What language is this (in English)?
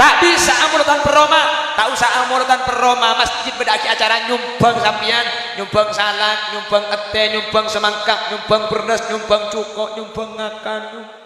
Madurese